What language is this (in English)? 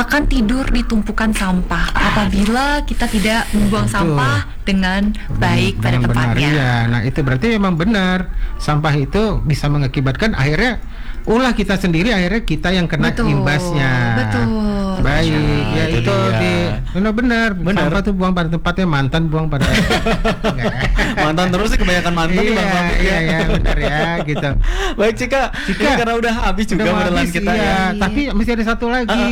Indonesian